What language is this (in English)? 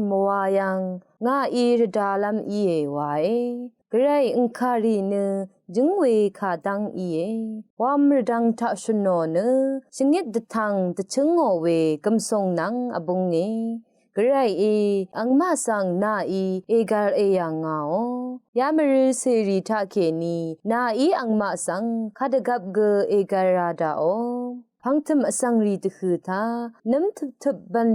Rawang